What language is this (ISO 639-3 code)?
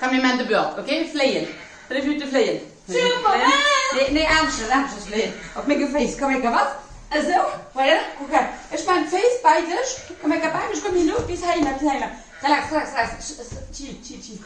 ltz